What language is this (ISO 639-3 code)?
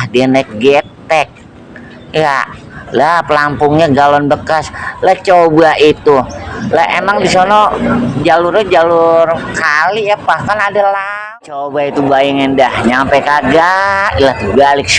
bew